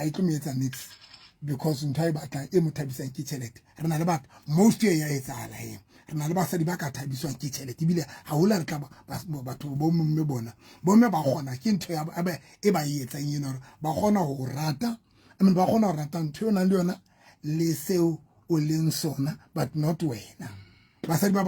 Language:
Southern Sotho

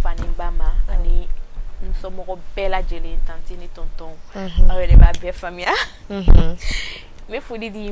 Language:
Bambara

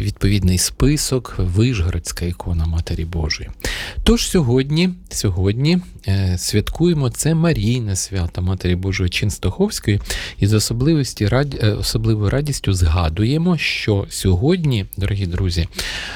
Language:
Ukrainian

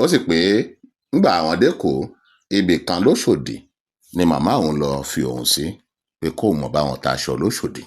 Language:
Yoruba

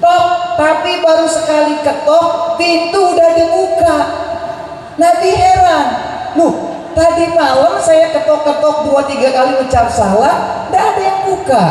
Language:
Sasak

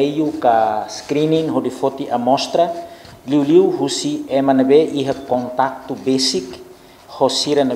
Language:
Tetum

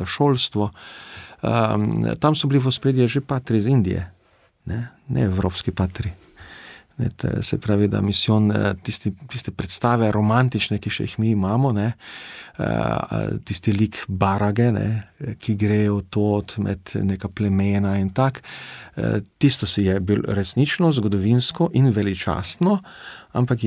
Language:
Slovenian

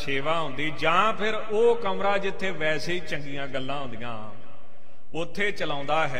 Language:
Punjabi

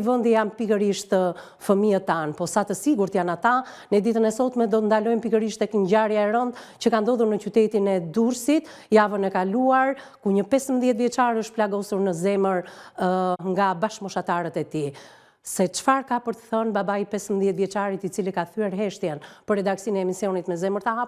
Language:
Albanian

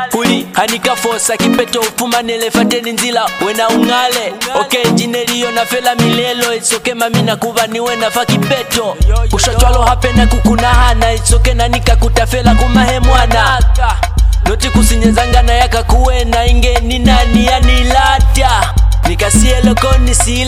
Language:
Lozi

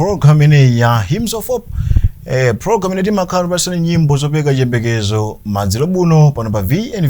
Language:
Nyanja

